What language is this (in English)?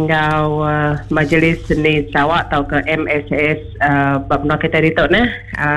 Iban